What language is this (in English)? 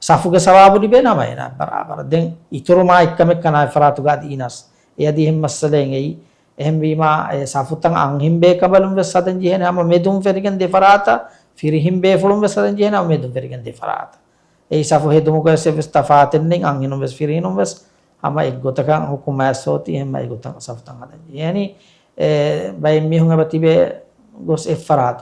Divehi